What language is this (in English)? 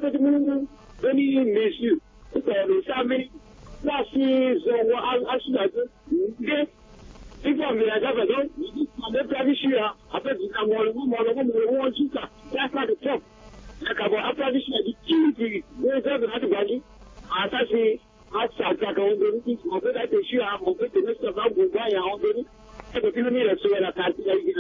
French